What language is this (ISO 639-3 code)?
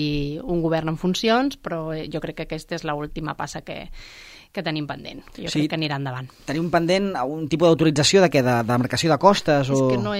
cat